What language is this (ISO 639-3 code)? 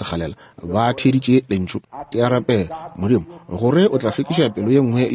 nso